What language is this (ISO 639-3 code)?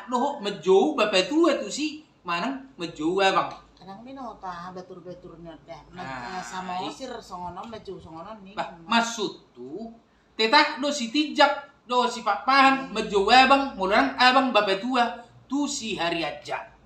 bbc